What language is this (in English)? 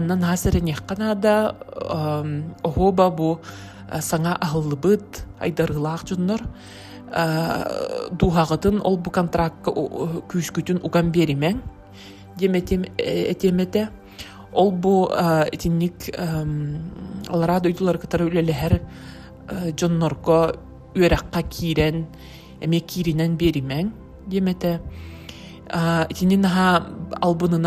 Yakut